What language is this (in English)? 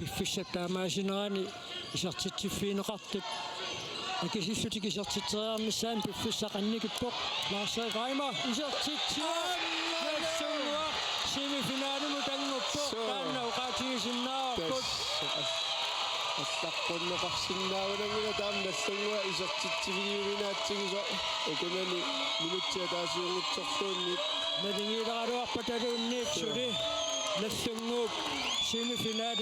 Kalaallisut